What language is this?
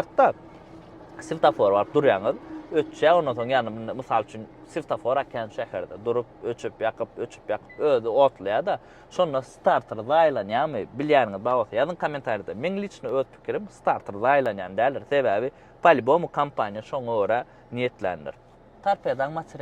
Turkmen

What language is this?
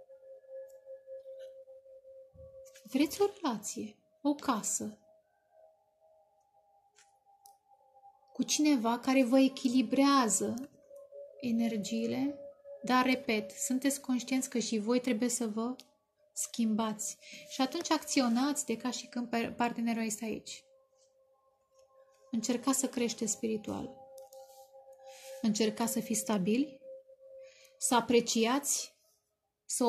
Romanian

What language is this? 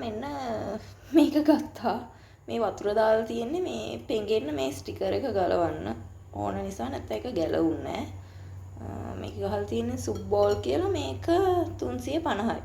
Sinhala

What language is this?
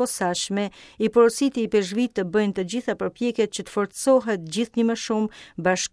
Albanian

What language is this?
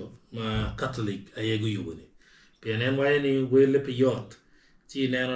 Acoli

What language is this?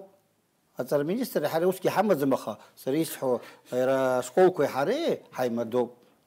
Abkhazian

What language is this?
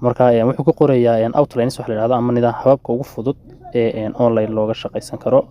Somali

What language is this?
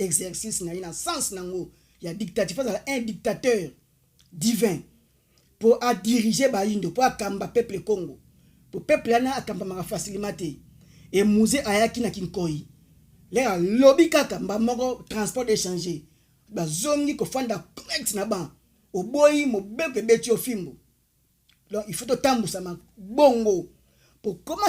Lingala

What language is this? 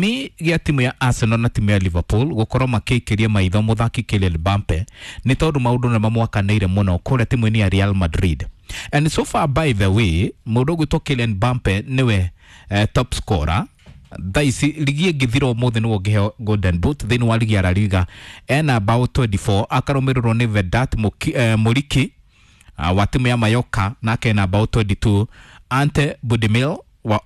Kikuyu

